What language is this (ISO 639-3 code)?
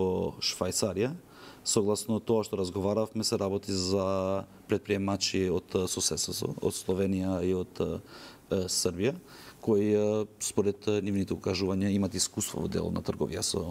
mkd